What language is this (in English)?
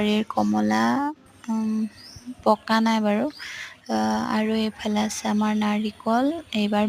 Assamese